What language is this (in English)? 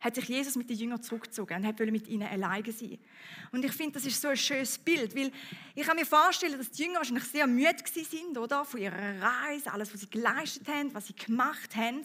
Swiss German